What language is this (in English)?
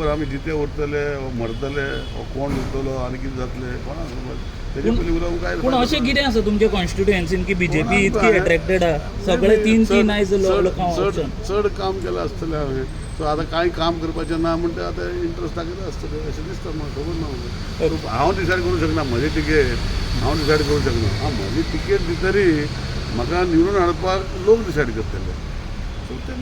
Konkani